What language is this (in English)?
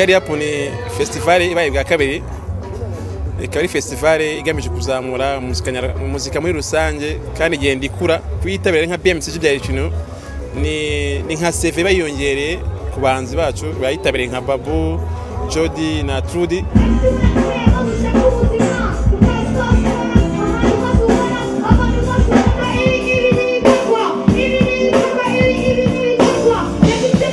Kinyarwanda